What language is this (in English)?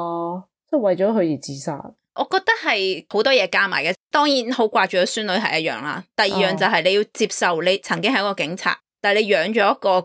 Cantonese